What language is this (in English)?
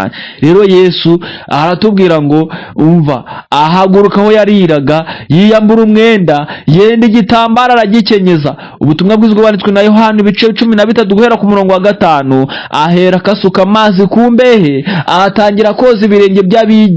Kinyarwanda